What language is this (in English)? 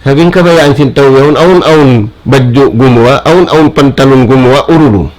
Tausug